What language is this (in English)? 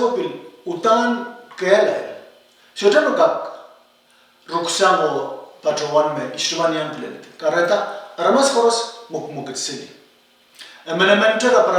Pohnpeian